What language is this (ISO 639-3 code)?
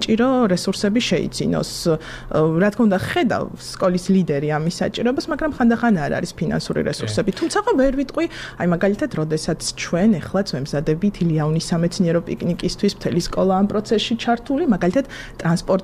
kat